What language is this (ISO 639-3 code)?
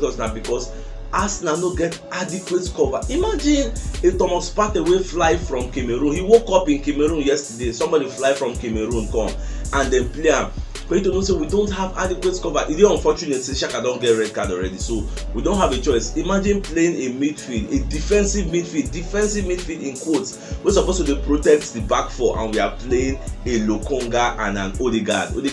pcm